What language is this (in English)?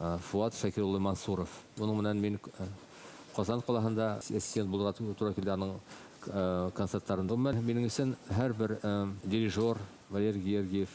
Bashkir